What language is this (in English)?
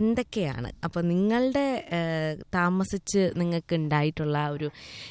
Malayalam